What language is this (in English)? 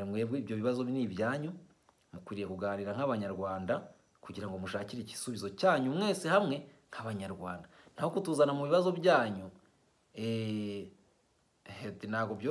Kinyarwanda